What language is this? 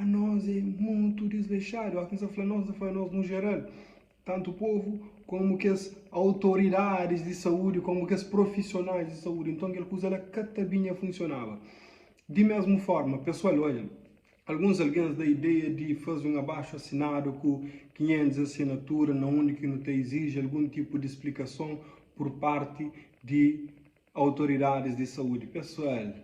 Kabuverdianu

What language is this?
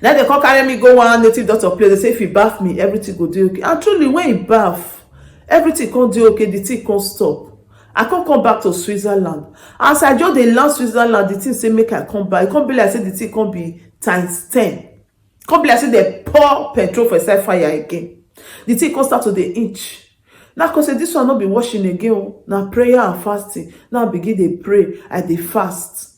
Nigerian Pidgin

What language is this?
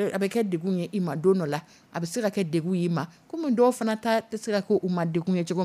Dyula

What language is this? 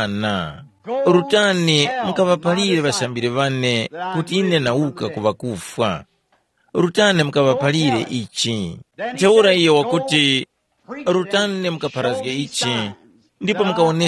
Tumbuka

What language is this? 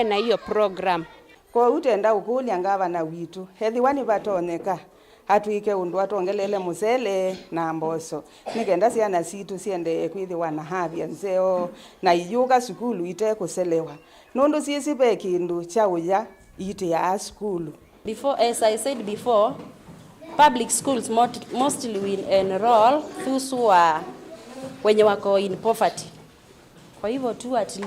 Kamba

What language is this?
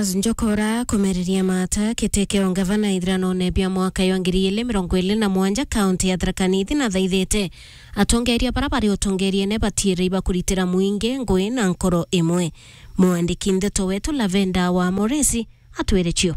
Meru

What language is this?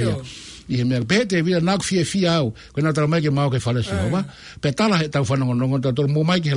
Tongan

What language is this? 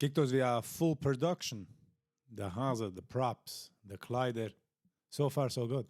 Yiddish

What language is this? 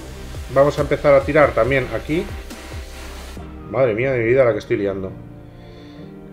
Spanish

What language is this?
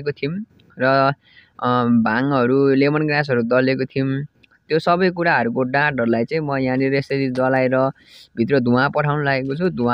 Nepali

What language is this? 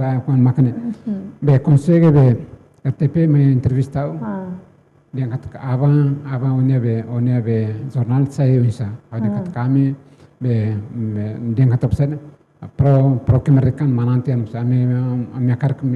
Tetum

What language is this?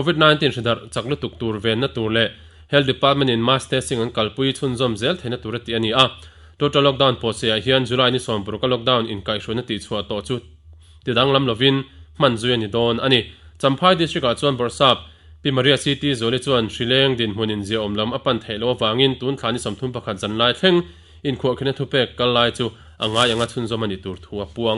Mizo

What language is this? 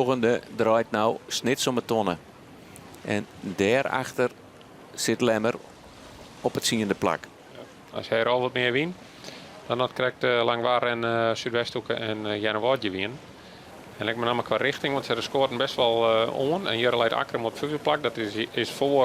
Western Frisian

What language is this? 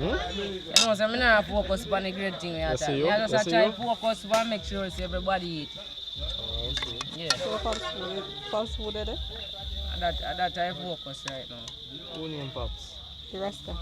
Jamaican Creole English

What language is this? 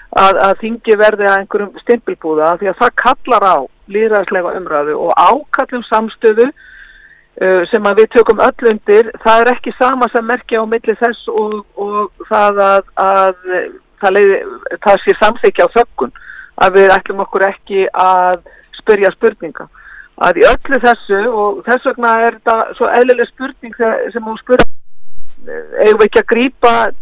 Icelandic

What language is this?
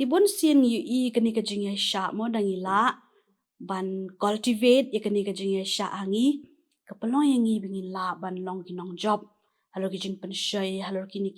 Khasi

